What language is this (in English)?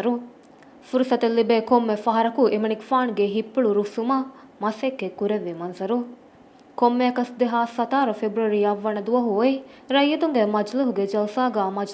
Divehi